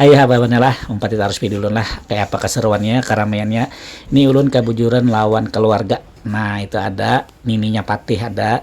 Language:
Banjar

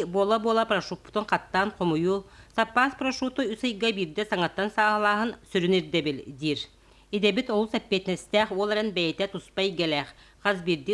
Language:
Yakut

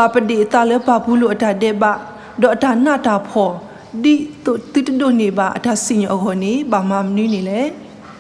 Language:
S'gaw Karen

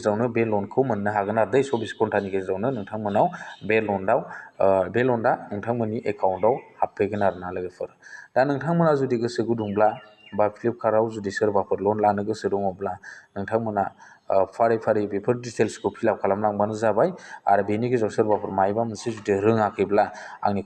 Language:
Bodo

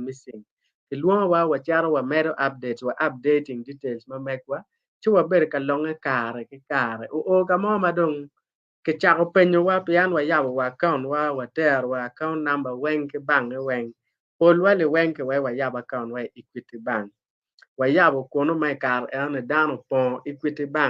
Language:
Acoli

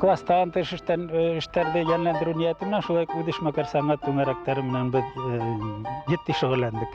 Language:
Bashkir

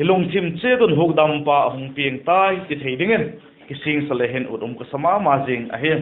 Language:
Vaiphei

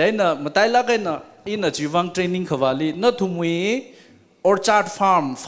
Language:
Tangkhul Naga (India)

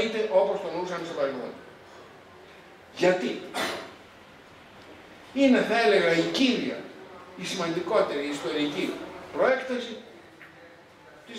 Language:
Greek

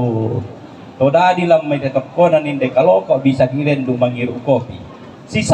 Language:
Toraja-Sa'dan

